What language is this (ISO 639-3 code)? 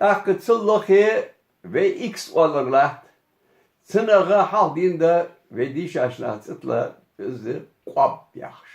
inh